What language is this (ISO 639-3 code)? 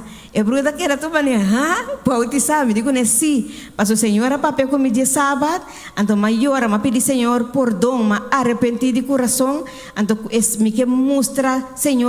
pap